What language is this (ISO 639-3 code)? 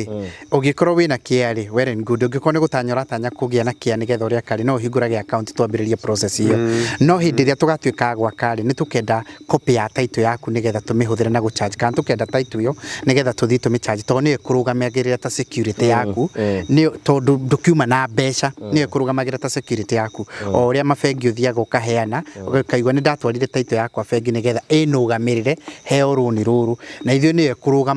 kik